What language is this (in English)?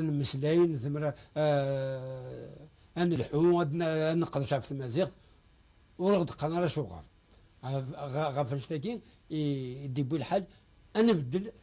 Kabyle